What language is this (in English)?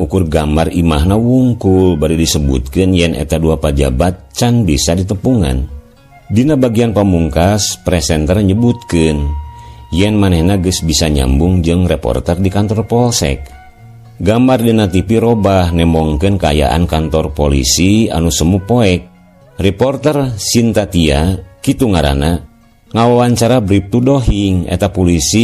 Sundanese